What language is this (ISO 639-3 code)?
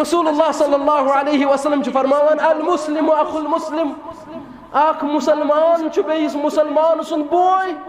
kas